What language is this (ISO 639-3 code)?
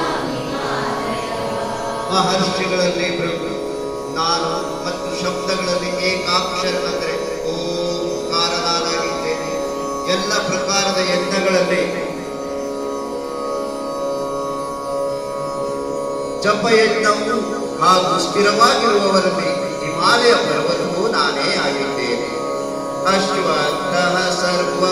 kan